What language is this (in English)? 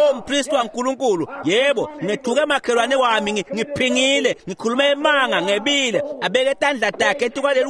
Swati